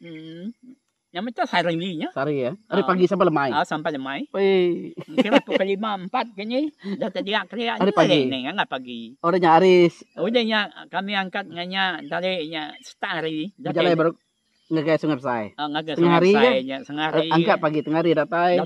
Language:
Iban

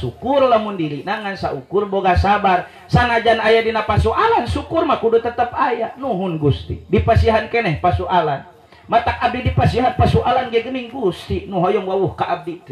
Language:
Sundanese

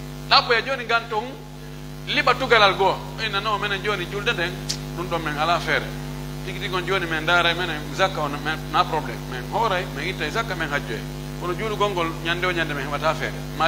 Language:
Pular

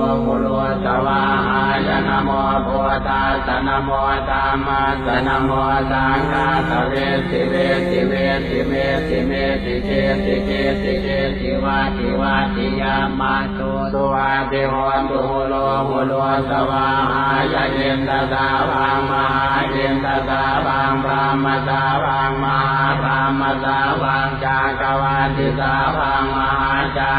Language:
Pali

